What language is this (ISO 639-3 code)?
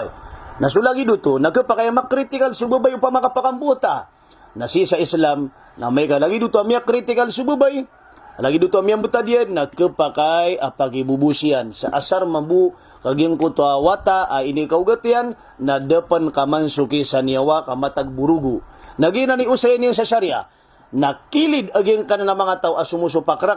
mrw